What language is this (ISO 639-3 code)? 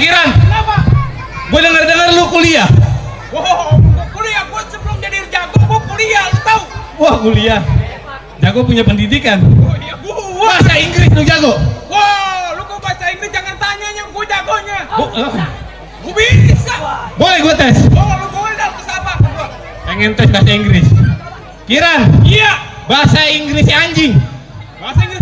bew